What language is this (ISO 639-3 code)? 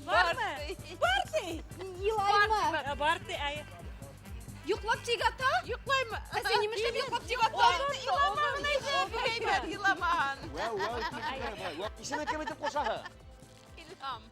bak